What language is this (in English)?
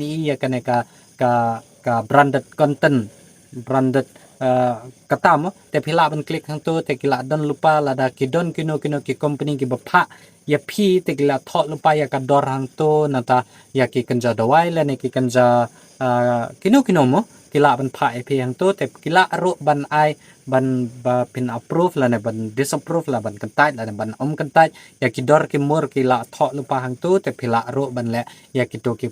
Khasi